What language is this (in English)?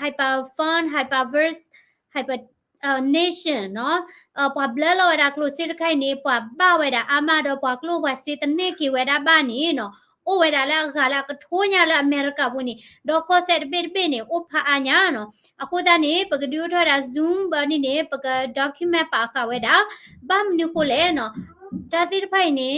S'gaw Karen